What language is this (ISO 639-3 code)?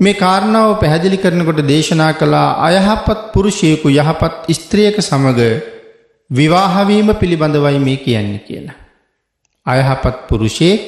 sin